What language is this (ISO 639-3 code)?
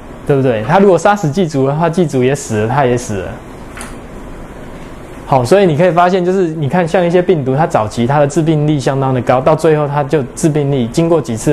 zho